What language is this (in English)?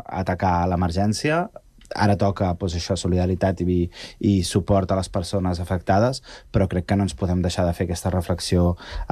Catalan